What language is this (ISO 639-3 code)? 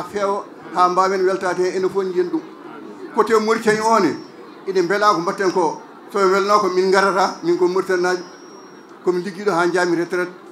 ful